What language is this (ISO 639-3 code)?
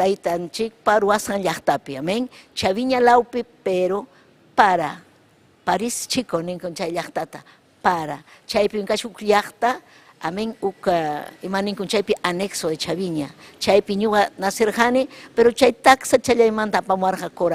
quy